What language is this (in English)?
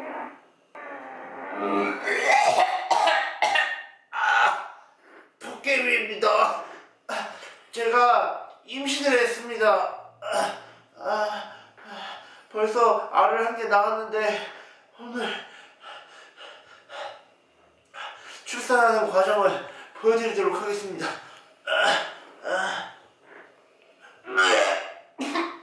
Korean